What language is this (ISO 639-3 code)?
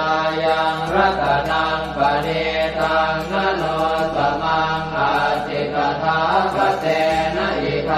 pli